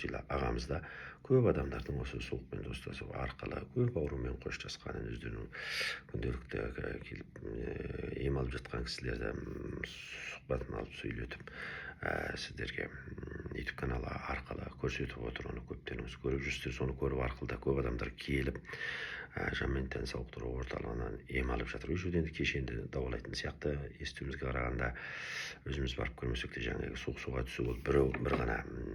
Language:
Kazakh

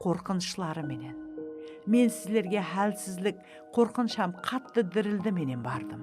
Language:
Kara-Kalpak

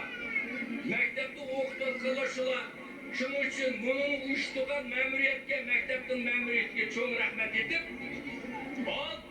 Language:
Uyghur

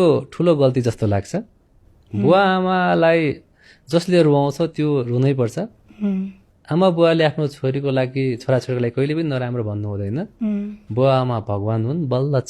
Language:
Nepali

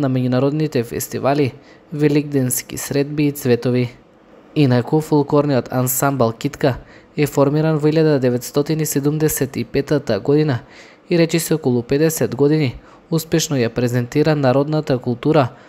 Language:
Macedonian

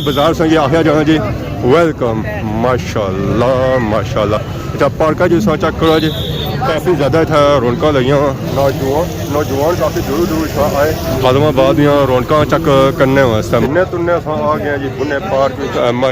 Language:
Pahari-Potwari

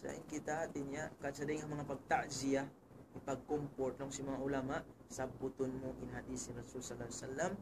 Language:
Tausug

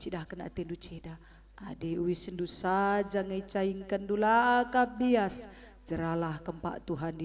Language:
Batak Karo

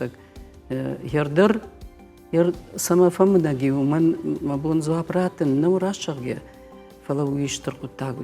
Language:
Ossetic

